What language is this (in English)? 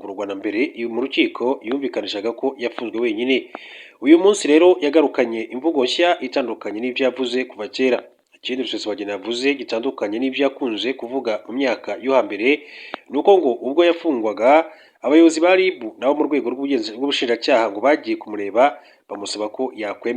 Kinyarwanda